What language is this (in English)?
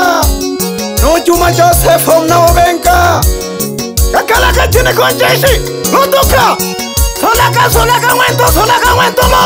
Swahili